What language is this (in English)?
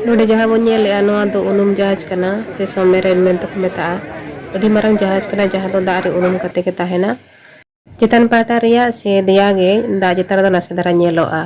Santali